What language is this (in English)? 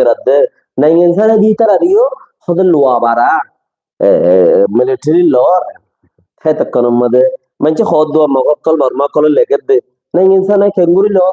Rohingya